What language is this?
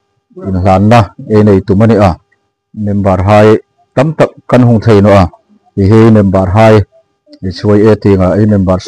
Hmar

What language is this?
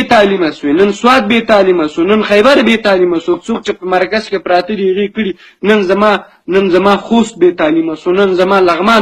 Pashto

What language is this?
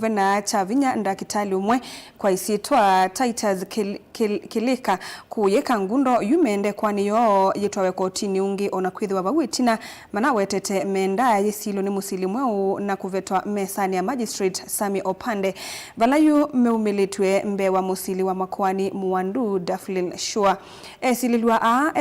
Kamba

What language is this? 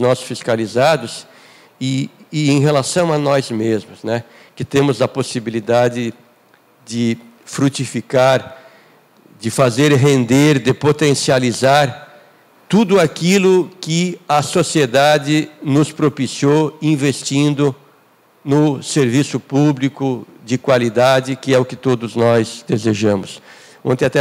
Portuguese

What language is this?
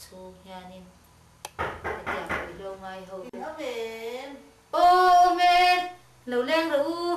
Mizo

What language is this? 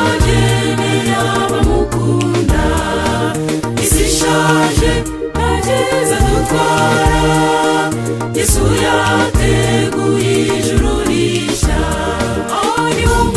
Kinyarwanda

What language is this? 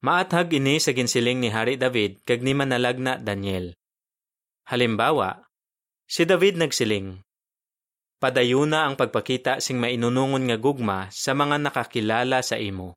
Hiligaynon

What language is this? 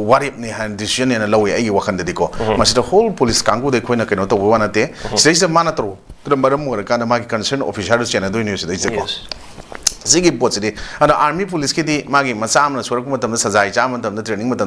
Manipuri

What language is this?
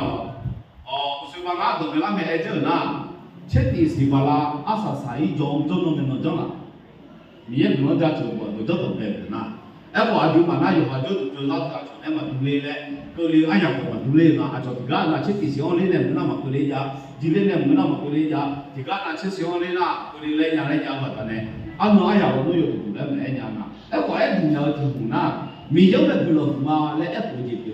Akha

